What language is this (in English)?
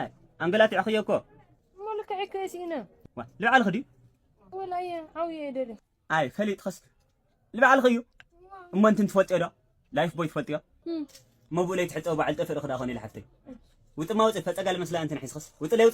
Tigrinya